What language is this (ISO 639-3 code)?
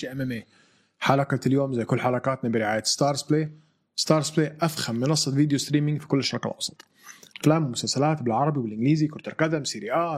apc